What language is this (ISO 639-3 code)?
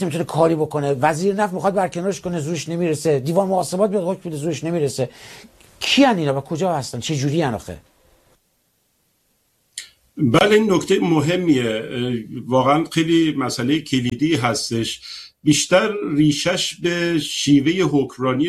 fas